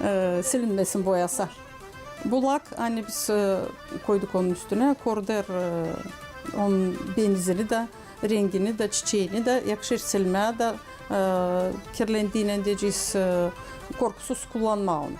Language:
Gagauz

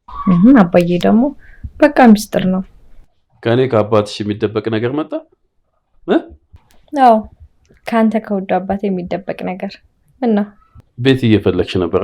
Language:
Amharic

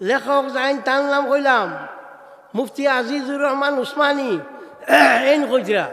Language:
Sylheti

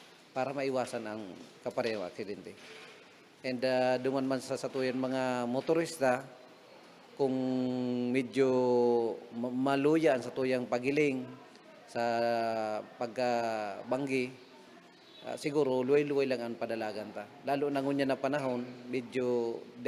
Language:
Bikol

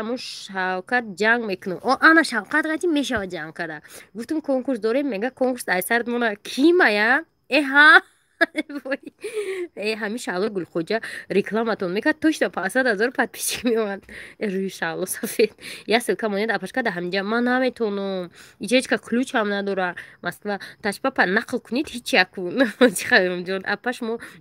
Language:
Tajik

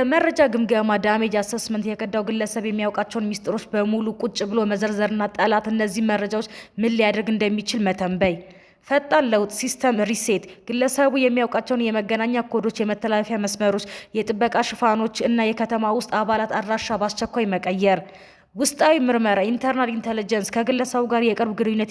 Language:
Amharic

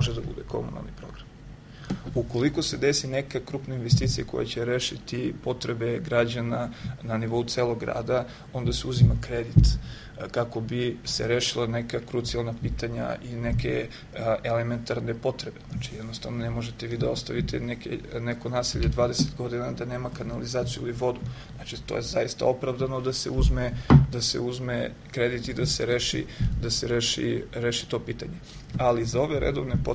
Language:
Serbian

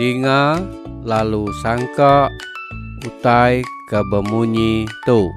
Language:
Iban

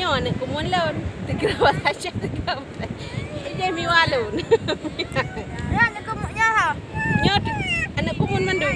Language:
Achinese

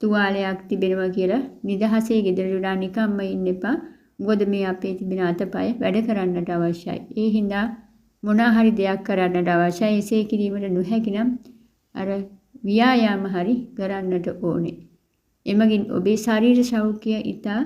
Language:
Sinhala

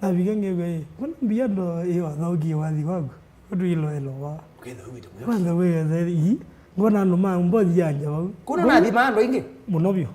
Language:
Kamba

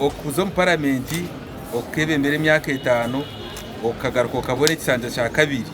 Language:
Nyankole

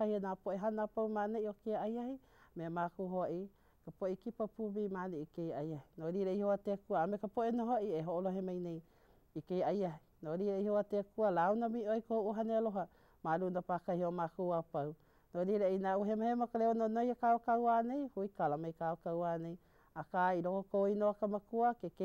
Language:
Hawaiian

